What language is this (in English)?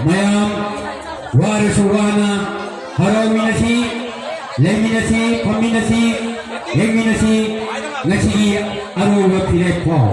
Manipuri